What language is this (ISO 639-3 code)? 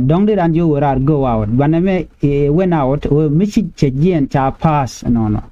nus